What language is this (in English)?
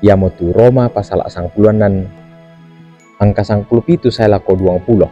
Toraja-Sa'dan